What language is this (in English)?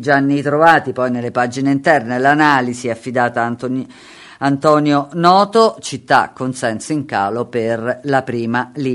Italian